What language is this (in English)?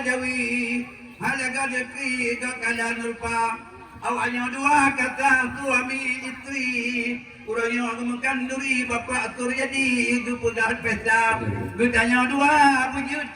Achinese